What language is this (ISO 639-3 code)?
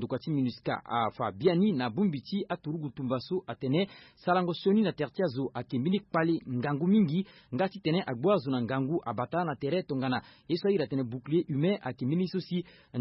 sag